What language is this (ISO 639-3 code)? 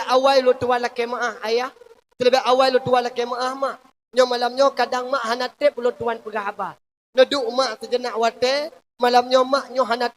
ace